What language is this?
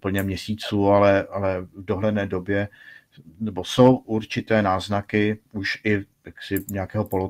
Czech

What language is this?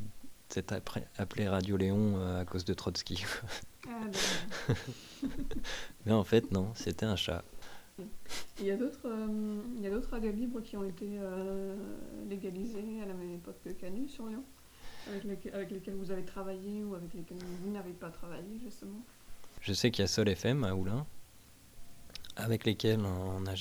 French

